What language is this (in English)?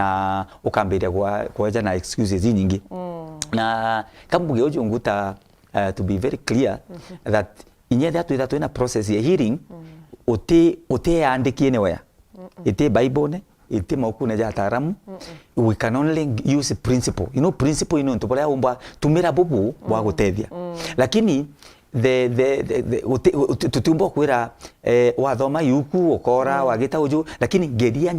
Meru